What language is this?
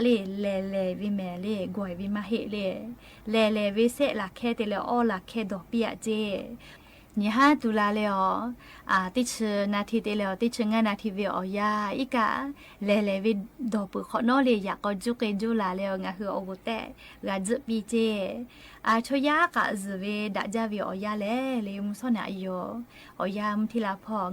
Lahu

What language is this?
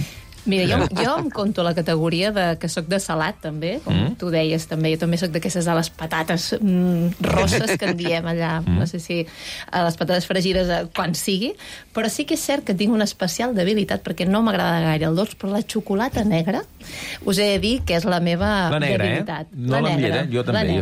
Catalan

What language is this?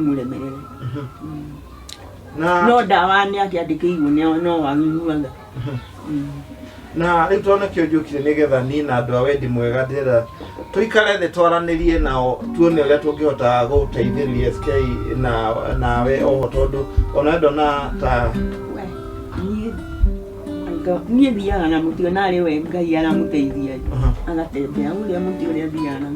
Kikuyu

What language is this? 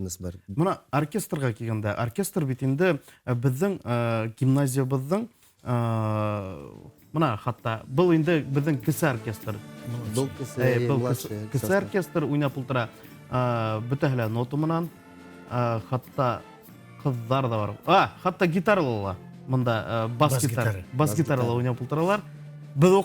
Bashkir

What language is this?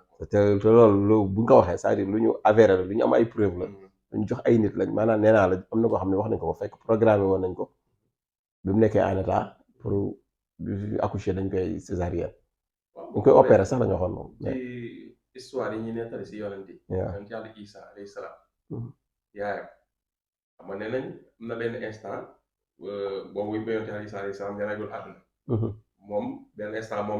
Wolof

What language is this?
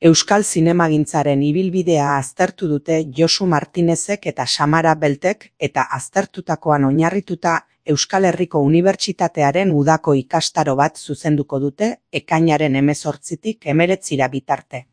Basque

